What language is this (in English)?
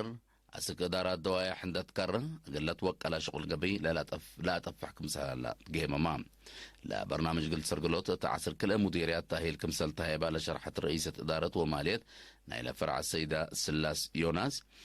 Tigre